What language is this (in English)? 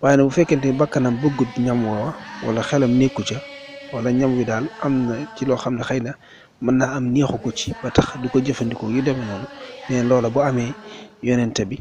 Wolof